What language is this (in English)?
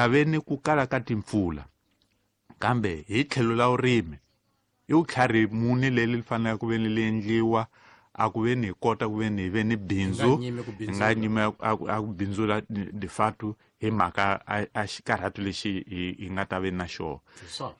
Tsonga